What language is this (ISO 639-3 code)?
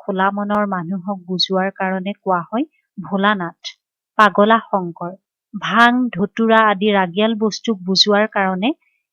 asm